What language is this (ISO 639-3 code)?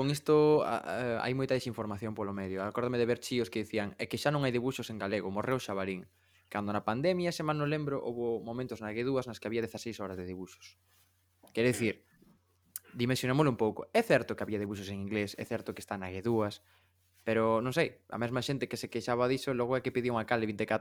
glg